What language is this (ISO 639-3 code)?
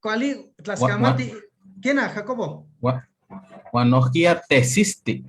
nhe